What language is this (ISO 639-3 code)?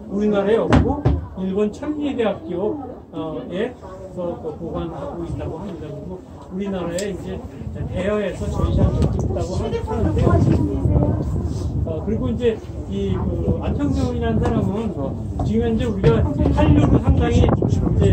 kor